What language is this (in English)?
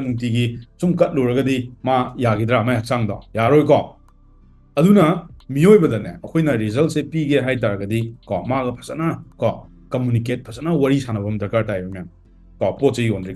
Manipuri